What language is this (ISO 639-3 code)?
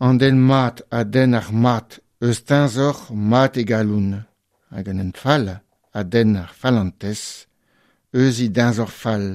bre